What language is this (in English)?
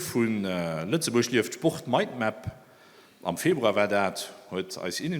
Luxembourgish